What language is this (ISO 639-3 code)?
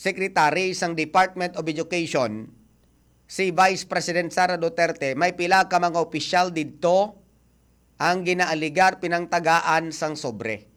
hil